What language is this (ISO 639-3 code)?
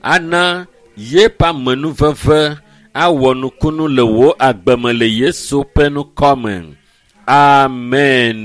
ewe